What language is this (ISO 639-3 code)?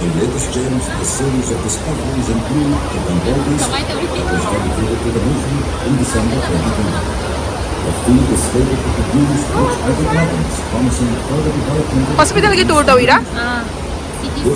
mni